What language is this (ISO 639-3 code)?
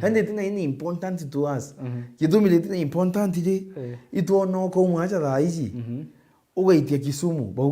mer